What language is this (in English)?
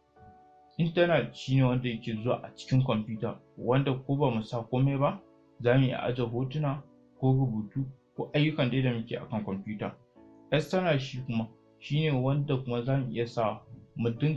Hausa